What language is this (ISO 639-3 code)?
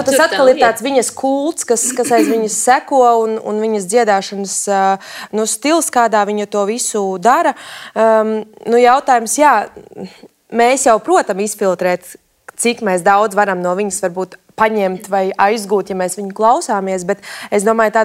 lav